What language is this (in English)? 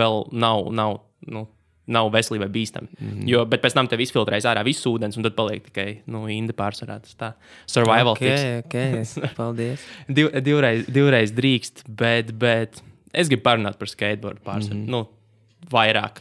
Latvian